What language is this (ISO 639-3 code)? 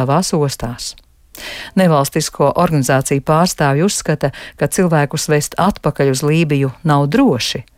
lav